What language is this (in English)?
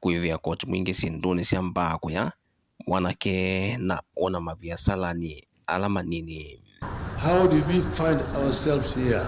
Kamba